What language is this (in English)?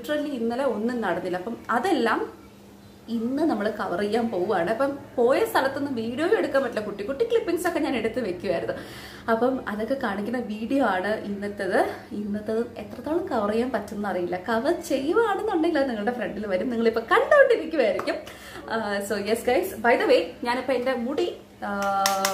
Malayalam